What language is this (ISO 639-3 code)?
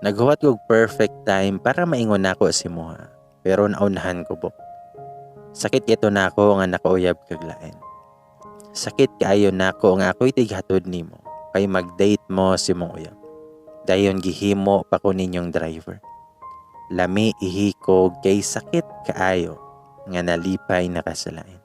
ceb